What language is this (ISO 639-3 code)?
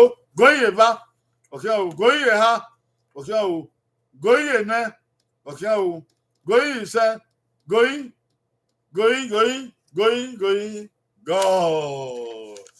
bin